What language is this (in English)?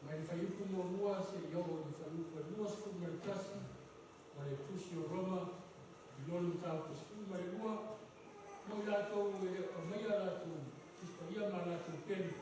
Samoan